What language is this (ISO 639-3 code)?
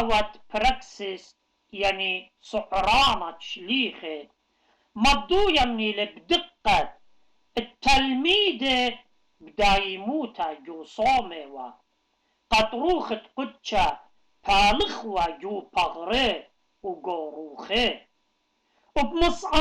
aii